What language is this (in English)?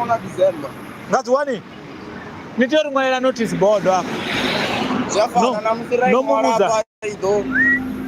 Venda